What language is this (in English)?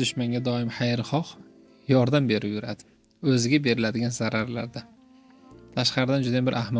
Uzbek